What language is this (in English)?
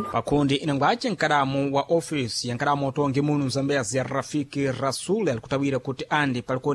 Sena